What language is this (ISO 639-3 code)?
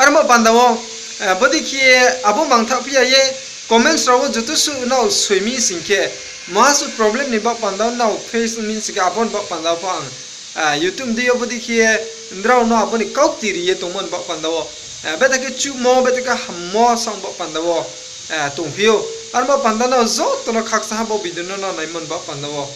ria